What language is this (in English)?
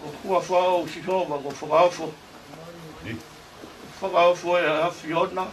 Tongan